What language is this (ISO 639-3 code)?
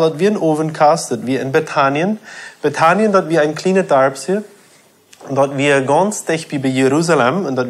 pdt